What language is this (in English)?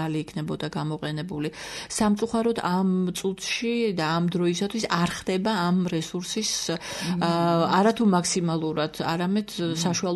Georgian